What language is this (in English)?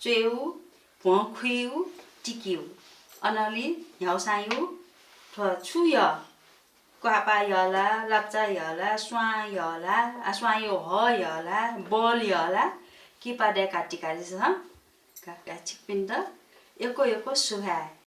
Newari